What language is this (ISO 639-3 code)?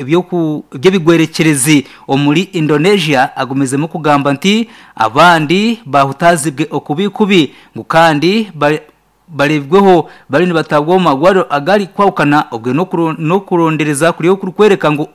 nyn